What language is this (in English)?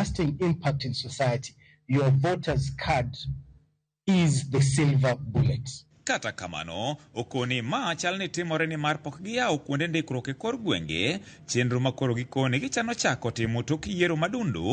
Luo (Kenya and Tanzania)